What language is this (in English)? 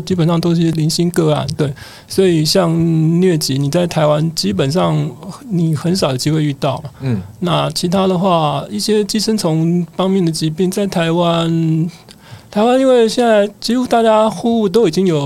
Chinese